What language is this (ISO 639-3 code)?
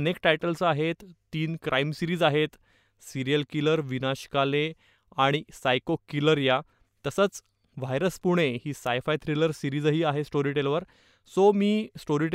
mar